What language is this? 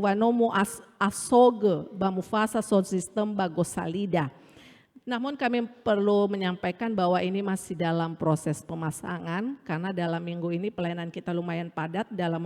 Nias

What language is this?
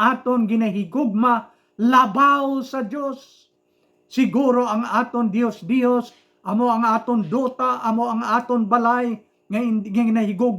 Hiligaynon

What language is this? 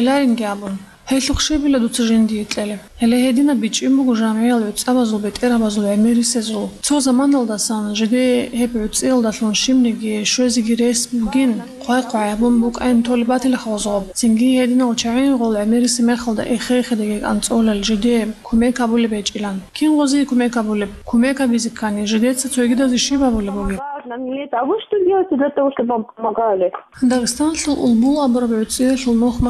Avaric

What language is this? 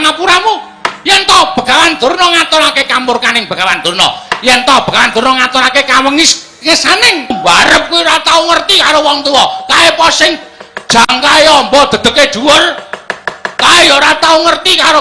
Javanese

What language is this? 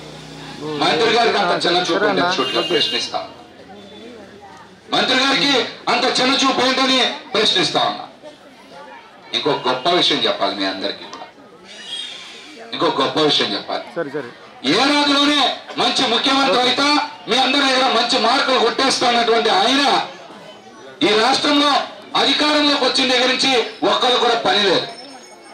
Telugu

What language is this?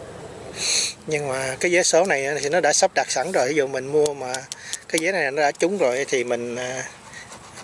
Vietnamese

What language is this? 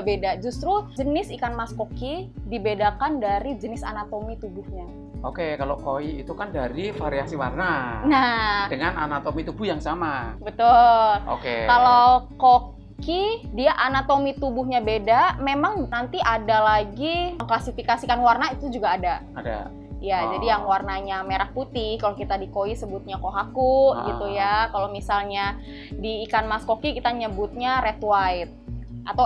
Indonesian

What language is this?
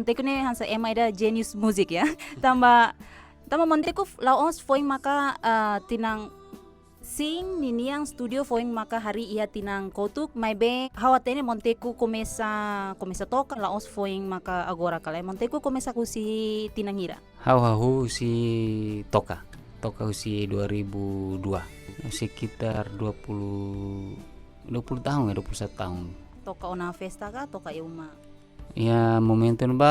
Tetum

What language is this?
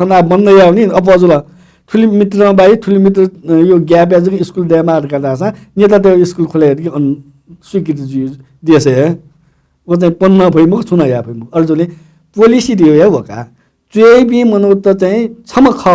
Newari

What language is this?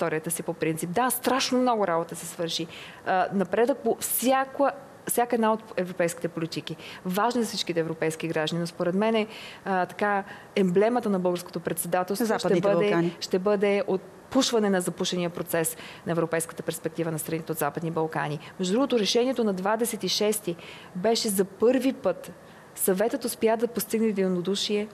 Bulgarian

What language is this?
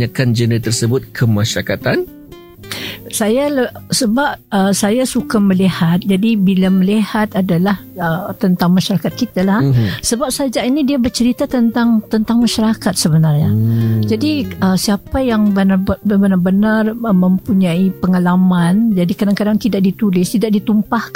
Malay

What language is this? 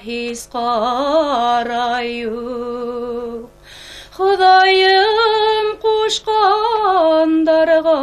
Bashkir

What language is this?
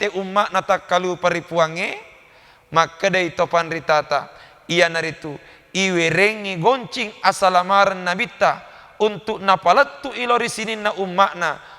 Buginese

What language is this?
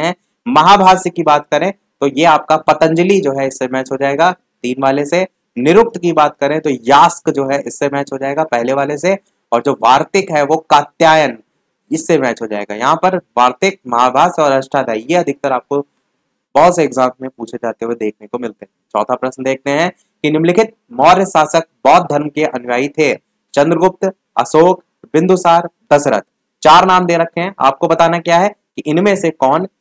Hindi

